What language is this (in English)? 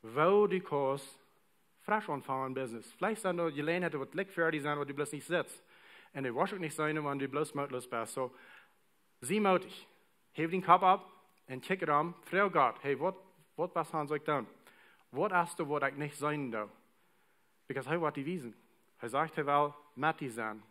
Plautdietsch